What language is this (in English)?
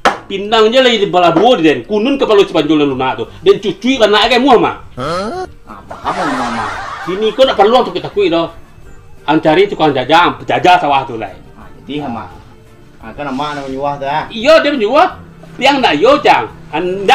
Minangkabau